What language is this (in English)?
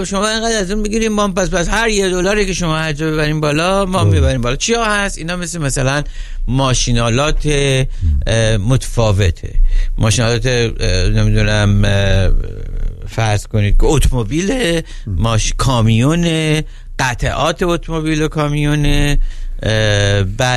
Persian